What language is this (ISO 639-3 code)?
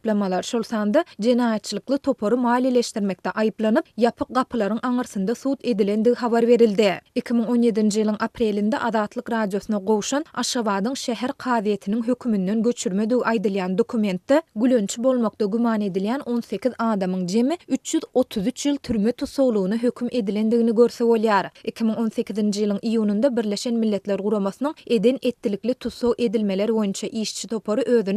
tuk